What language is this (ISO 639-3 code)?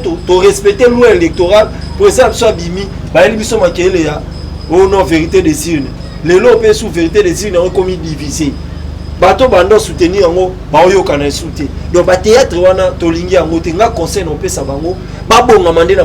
lin